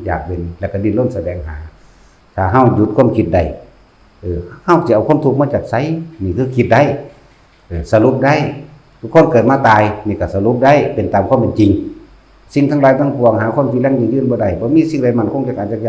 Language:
Lao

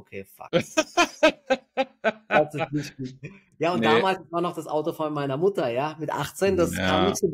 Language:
German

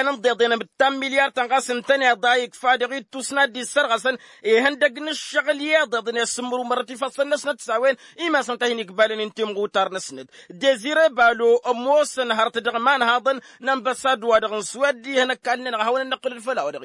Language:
Tamasheq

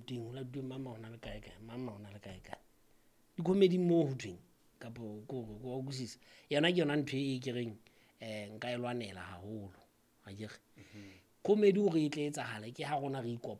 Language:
Southern Sotho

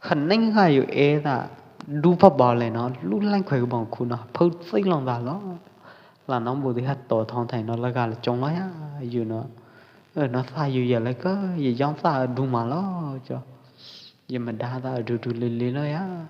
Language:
Pwo Eastern Karen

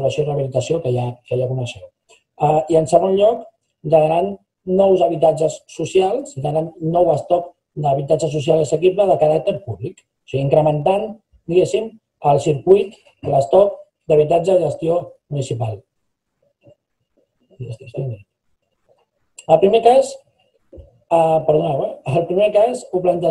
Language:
Catalan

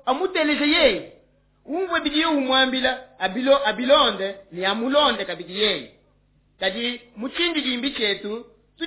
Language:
Luba-Lulua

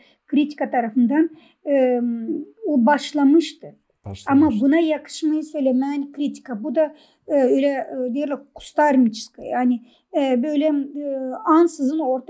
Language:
Gagauz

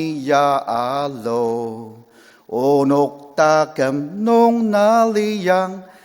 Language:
Ao Naga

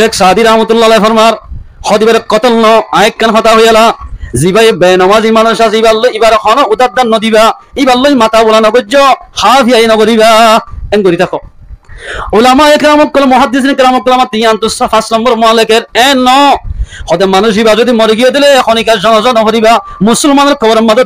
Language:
Rohingya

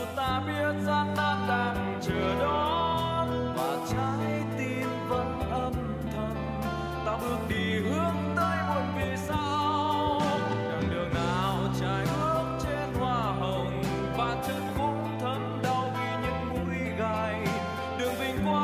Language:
Vietnamese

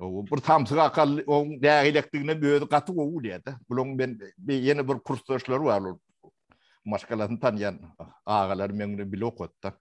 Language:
Turkmen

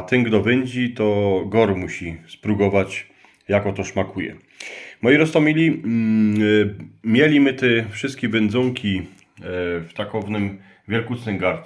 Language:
Silesian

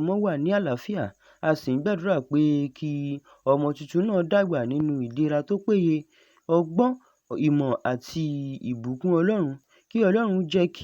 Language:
Yoruba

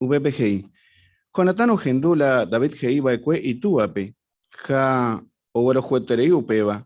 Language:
Guarani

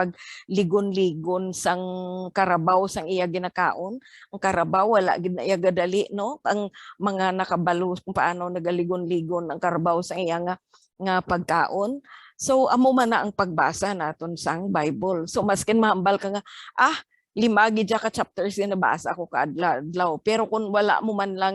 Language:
Hiligaynon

